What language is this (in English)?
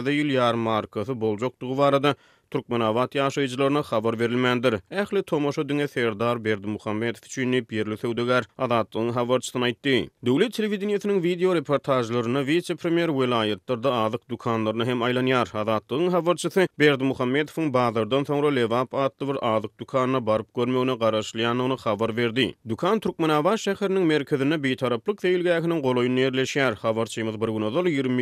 Turkmen